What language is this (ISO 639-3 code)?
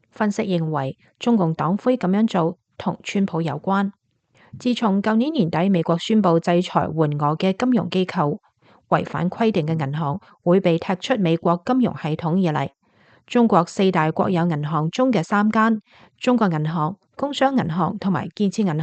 yue